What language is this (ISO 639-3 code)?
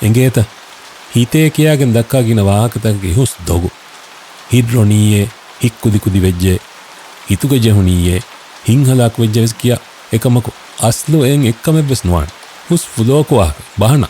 div